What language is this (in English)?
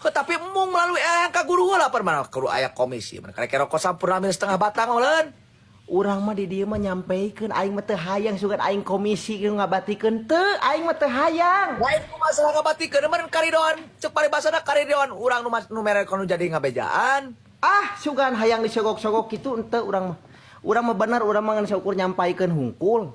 Sundanese